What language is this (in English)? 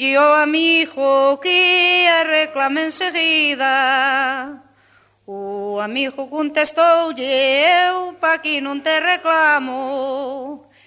Galician